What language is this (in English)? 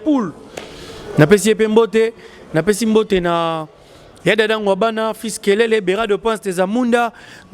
Lingala